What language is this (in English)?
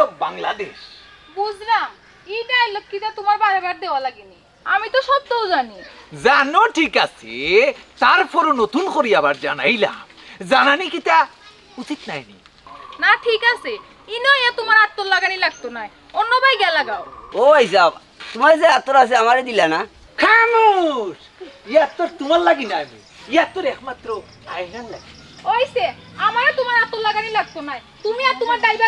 Sylheti